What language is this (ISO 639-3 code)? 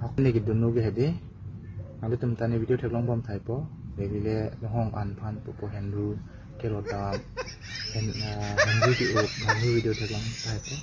mjw